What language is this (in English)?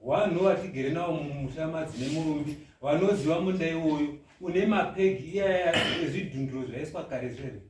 Shona